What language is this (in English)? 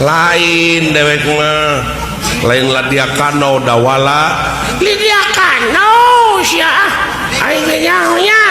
Sundanese